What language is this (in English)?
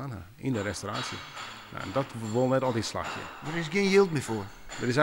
Western Frisian